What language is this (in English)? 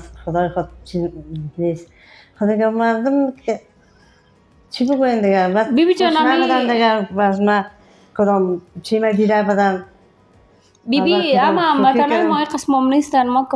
Persian